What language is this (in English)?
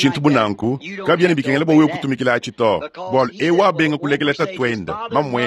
Luba-Lulua